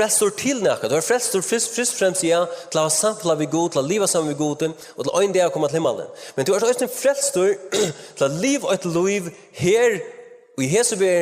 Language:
Faroese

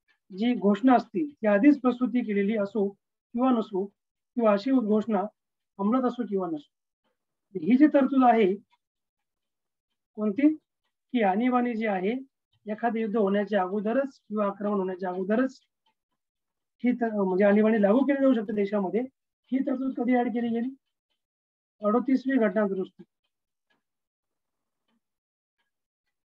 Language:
Marathi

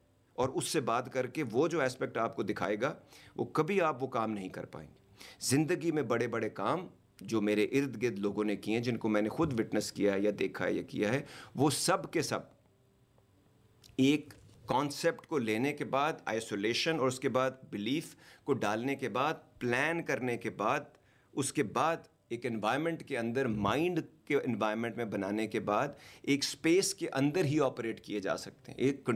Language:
Urdu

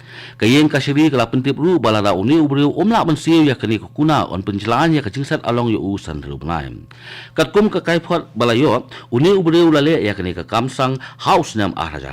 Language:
Khasi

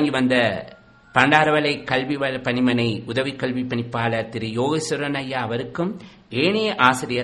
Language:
Tamil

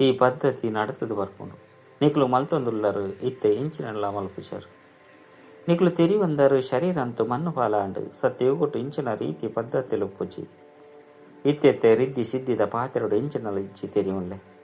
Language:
Tulu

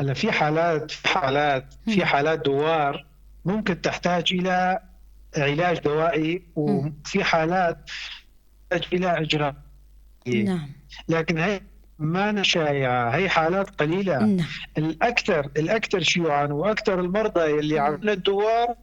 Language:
North Levantine Arabic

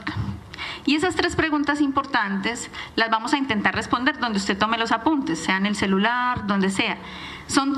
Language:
Spanish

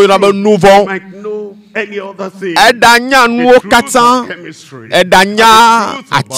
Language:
Ewe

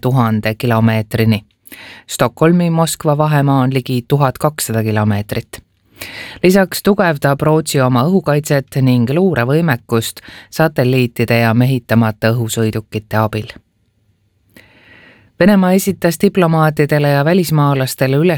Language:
Estonian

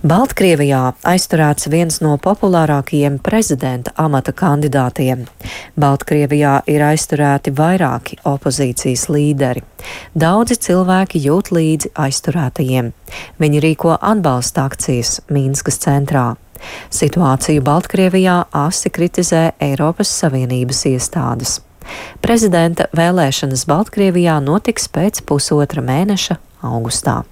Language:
Latvian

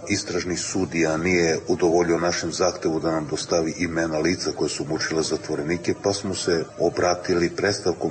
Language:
Serbian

